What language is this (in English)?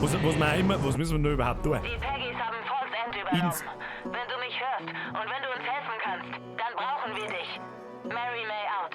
Bavarian